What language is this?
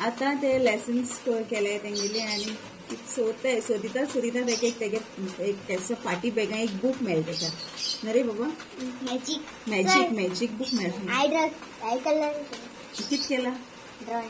Konkani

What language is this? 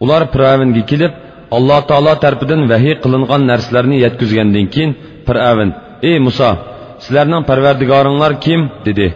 Uyghur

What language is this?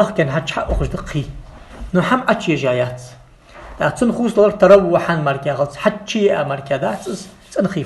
Ingush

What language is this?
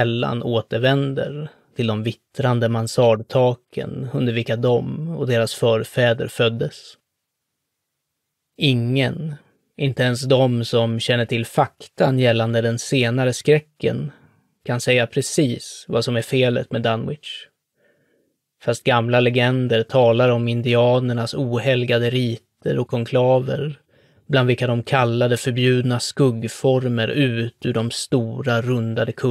Swedish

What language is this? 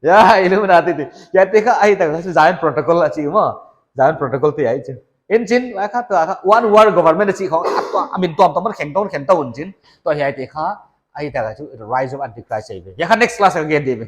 Paite Chin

